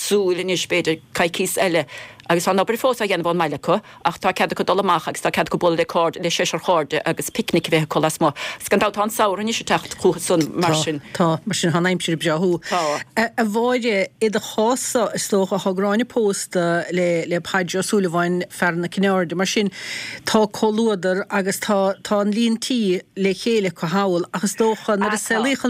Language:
Irish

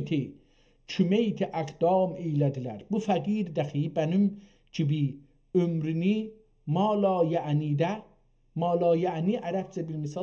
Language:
South Azerbaijani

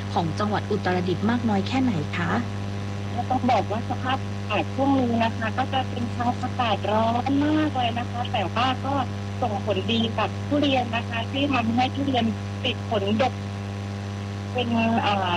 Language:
Thai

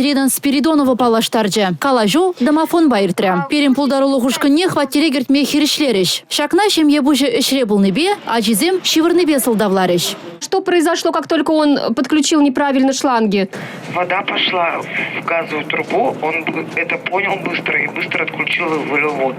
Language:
Chuvash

